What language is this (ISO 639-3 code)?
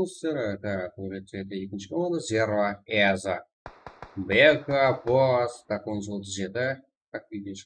kaa